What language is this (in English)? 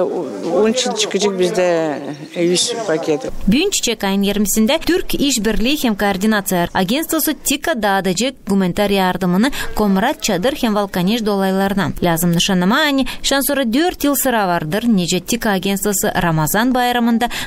Gagauz